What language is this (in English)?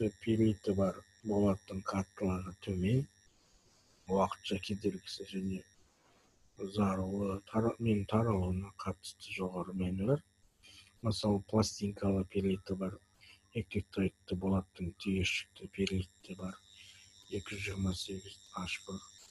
Kazakh